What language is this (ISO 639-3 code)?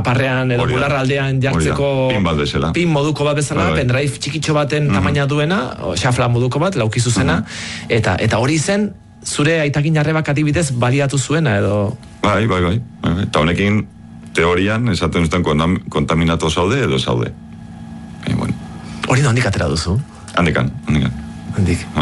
eus